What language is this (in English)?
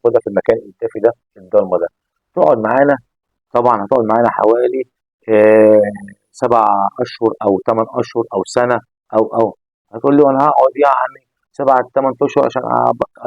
Egyptian Arabic